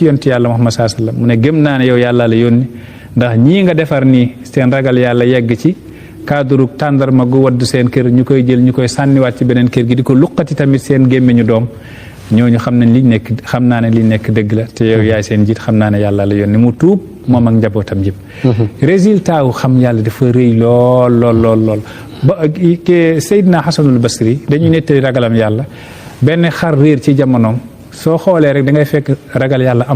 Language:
Wolof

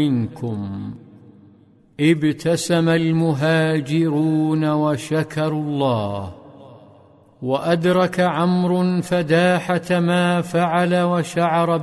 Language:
Arabic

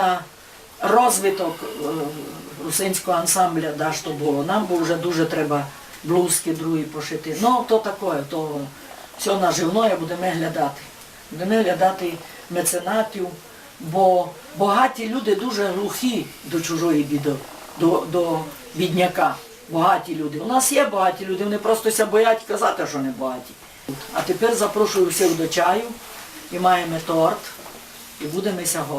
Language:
Rusyn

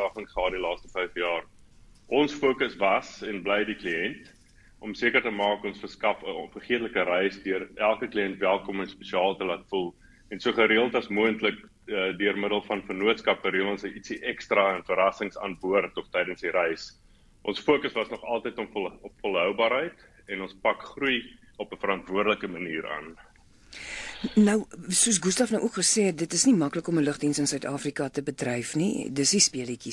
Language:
Afrikaans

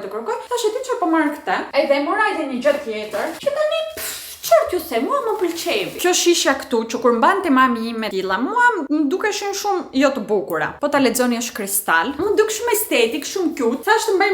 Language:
Albanian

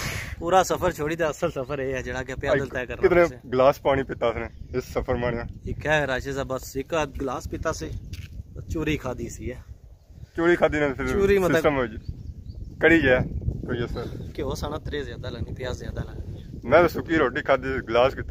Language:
Pahari-Potwari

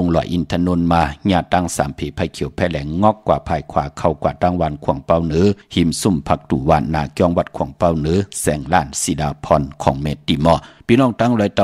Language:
Shan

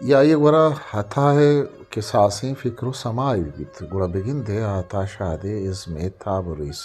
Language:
Eastern Balochi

